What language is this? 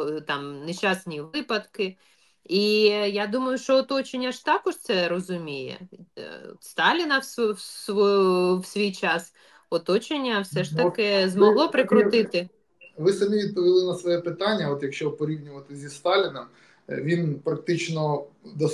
Ukrainian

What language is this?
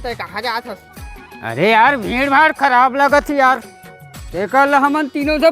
Chhattisgarhi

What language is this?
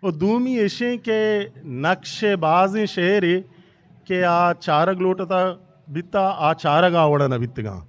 Eastern Balochi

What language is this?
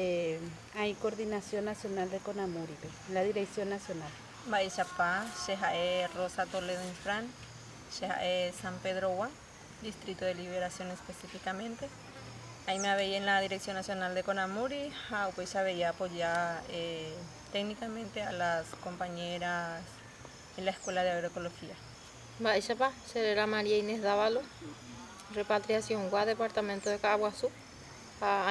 Guarani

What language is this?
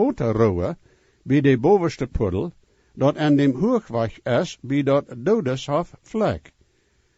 Plautdietsch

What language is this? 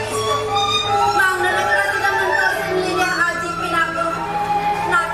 Balinese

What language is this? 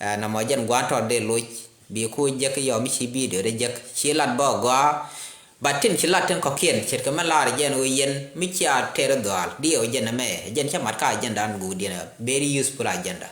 Nuer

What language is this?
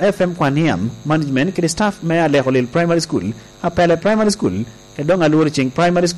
Lango (Uganda)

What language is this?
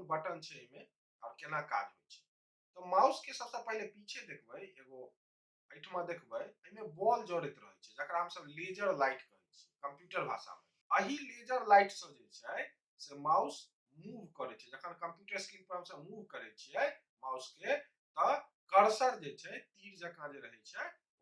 Maithili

